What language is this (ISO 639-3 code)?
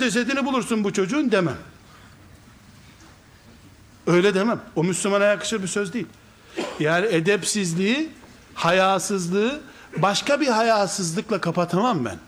tur